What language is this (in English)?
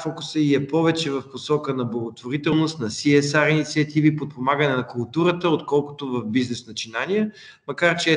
Bulgarian